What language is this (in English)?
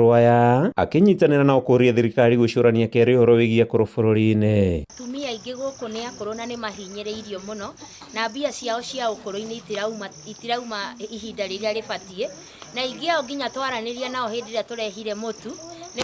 Kikuyu